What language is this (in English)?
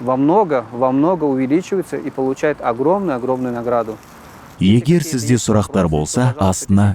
Kazakh